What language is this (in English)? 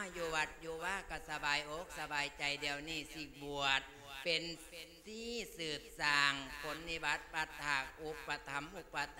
Lao